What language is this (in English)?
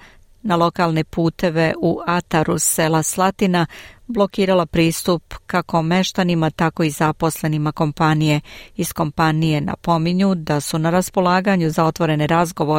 Serbian